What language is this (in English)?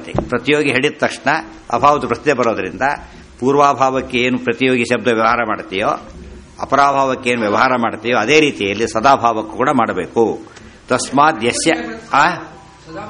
Kannada